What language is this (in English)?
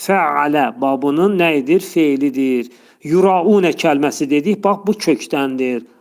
Azerbaijani